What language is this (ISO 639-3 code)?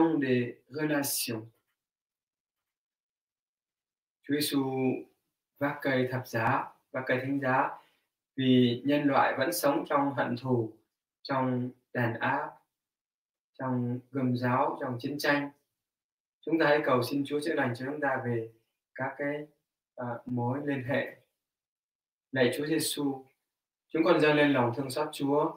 vie